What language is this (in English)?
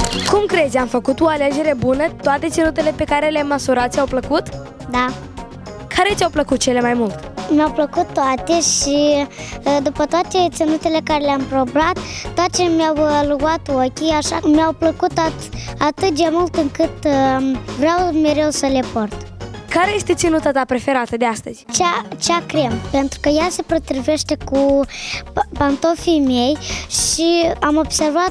Romanian